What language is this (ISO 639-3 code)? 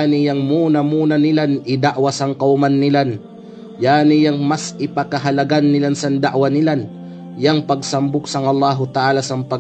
kqe